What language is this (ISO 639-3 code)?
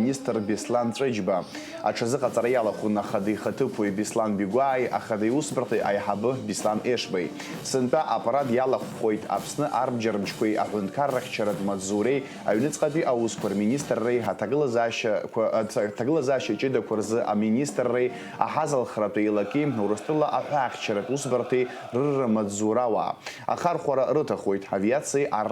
abk